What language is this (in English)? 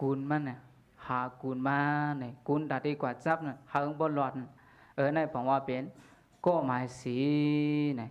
Shan